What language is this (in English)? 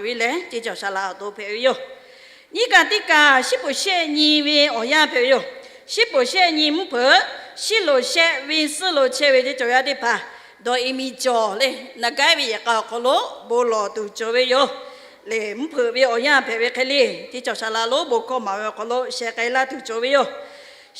Lahu